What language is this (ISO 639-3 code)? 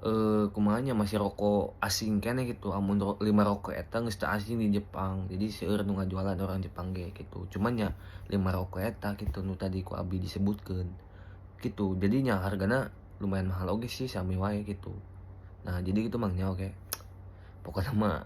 sun